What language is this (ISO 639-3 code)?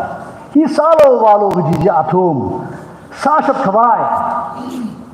nmf